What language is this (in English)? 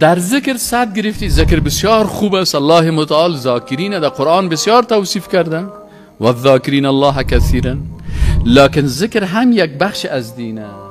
Persian